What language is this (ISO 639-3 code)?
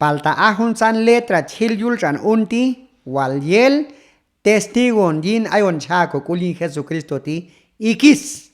kjb